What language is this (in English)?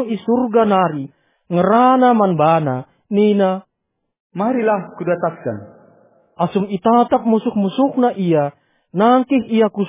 Batak Karo